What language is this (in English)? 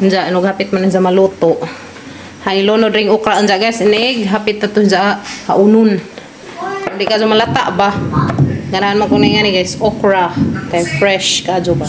Cebuano